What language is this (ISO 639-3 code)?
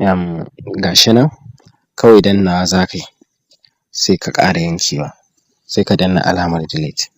hau